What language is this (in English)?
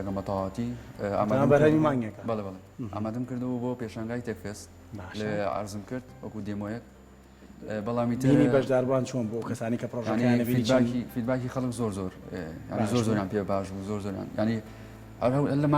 Central Kurdish